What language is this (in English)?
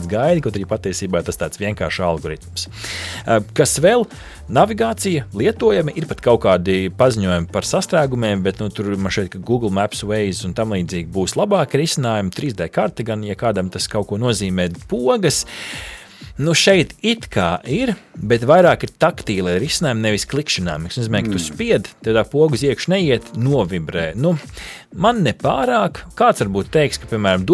Latvian